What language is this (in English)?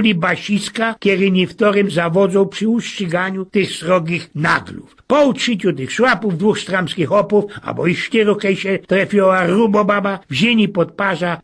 Silesian